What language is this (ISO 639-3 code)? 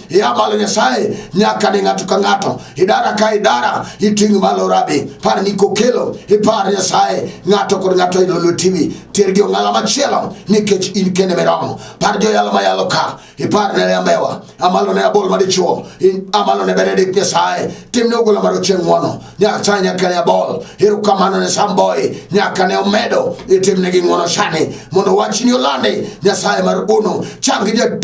luo